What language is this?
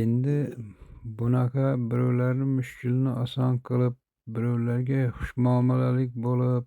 Uzbek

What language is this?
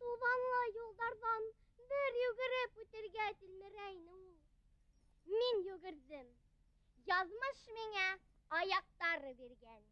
Bashkir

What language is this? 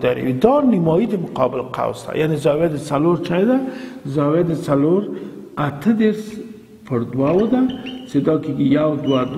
Pashto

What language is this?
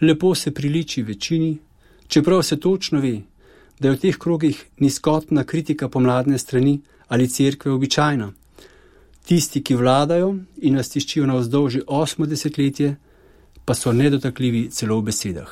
Slovenian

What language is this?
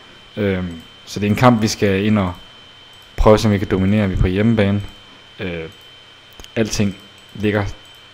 Danish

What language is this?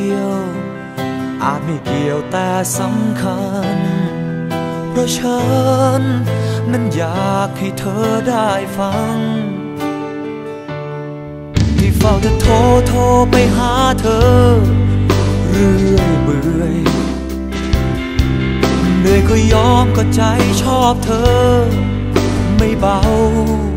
Thai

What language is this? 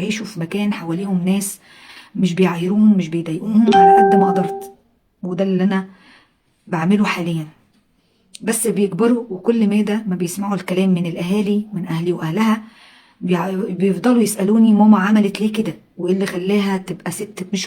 Egyptian Arabic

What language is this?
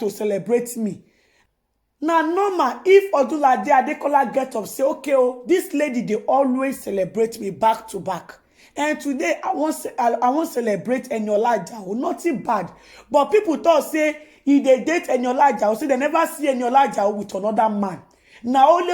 Nigerian Pidgin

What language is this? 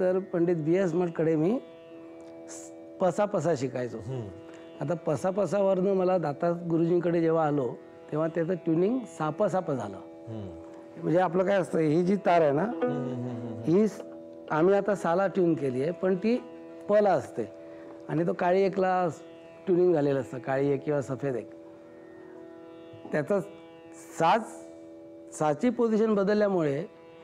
Marathi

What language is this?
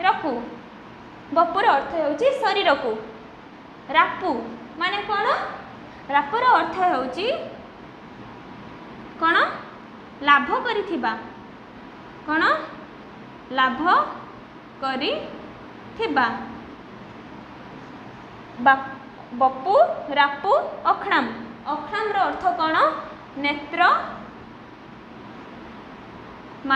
Odia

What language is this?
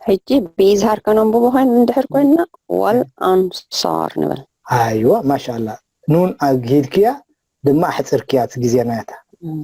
Tigrinya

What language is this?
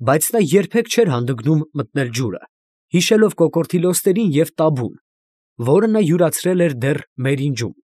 Armenian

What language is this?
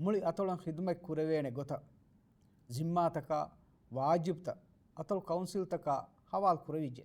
Divehi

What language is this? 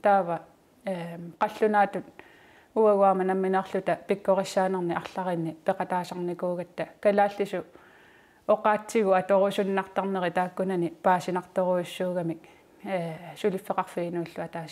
Kalaallisut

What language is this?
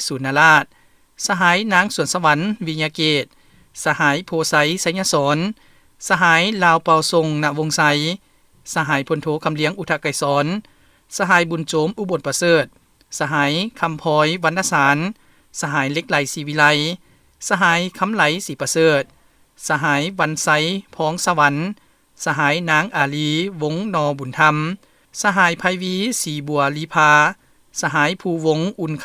Lao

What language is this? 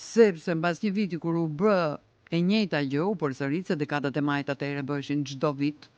Albanian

